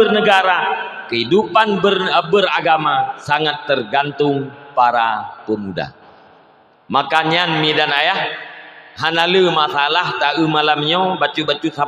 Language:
Achinese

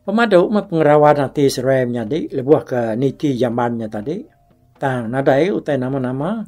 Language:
Iban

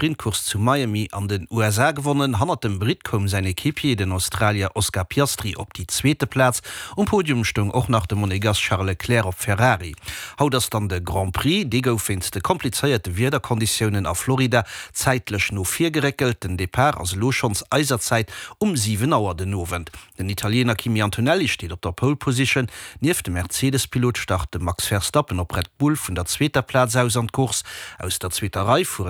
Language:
Luxembourgish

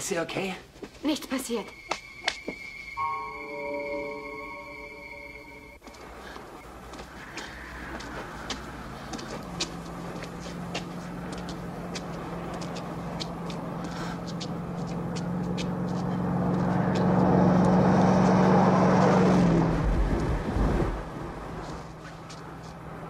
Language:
German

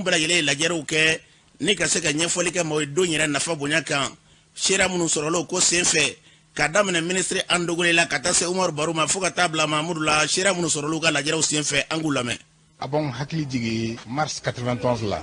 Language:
Bambara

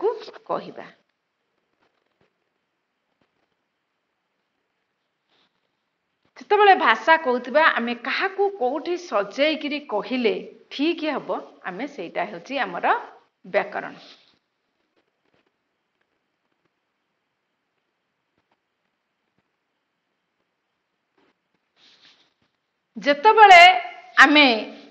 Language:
Odia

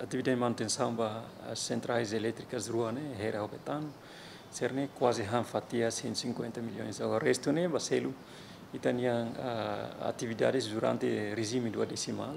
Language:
Tetum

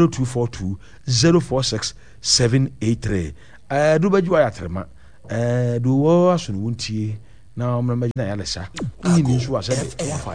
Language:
Akan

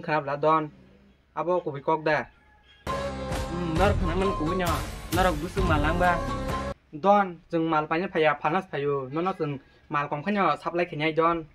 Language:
Kok Borok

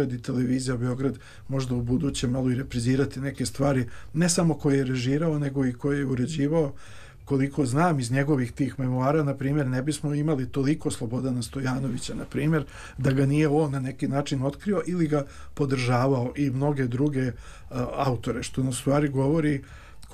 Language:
Serbian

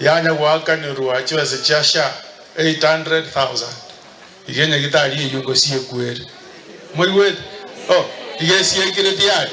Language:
Gusii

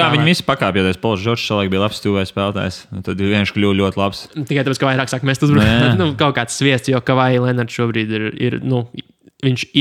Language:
Latvian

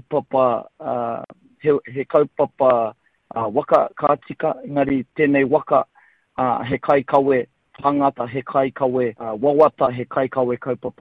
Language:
Māori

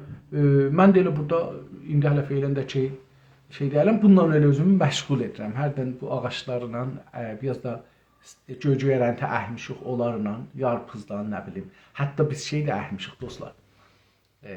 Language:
South Azerbaijani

